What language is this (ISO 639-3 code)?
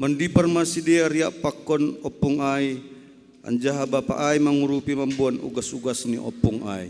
bts